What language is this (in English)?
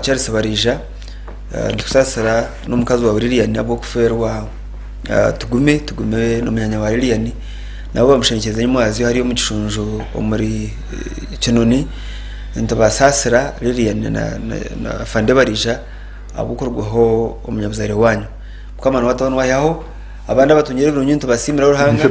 Nyankole